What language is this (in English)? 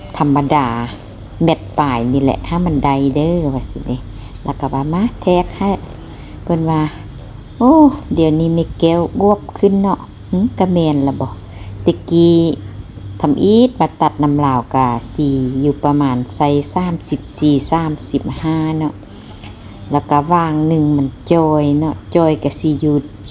Lao